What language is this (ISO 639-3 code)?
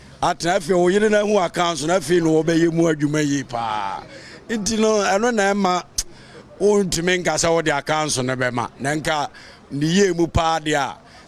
aka